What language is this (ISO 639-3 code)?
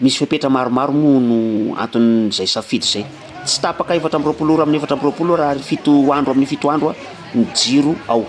mlg